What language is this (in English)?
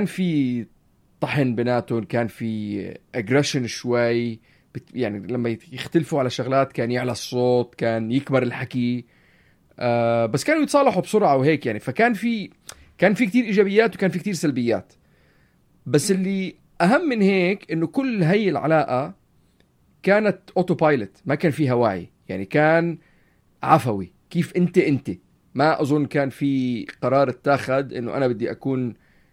North Levantine Arabic